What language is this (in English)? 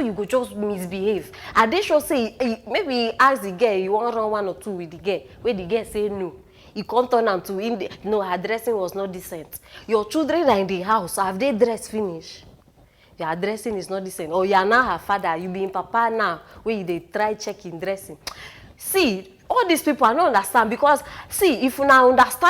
Nigerian Pidgin